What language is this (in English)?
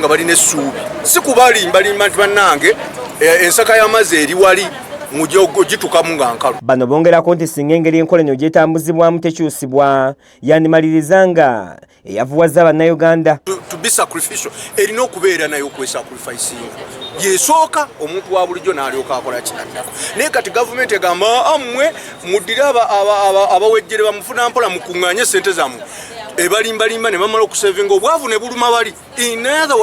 Ganda